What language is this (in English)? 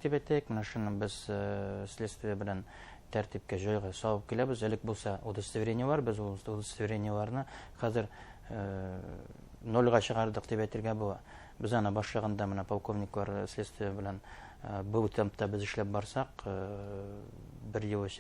Bashkir